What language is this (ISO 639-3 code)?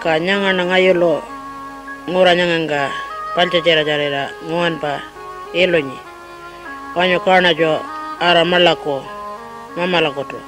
pjt